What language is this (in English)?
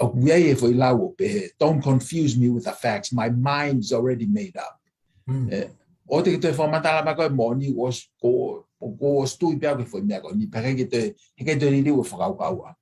Tongan